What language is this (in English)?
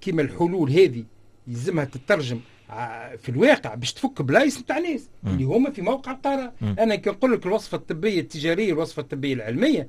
Tunisian Arabic